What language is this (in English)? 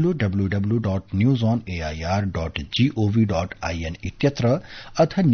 Sanskrit